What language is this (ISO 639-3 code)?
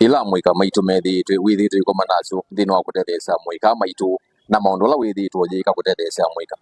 kam